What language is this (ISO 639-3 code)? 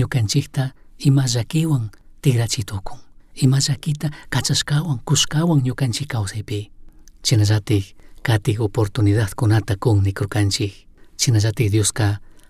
qug